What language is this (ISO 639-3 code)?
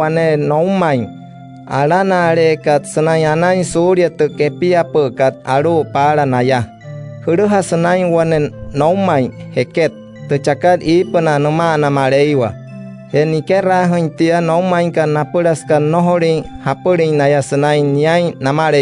guc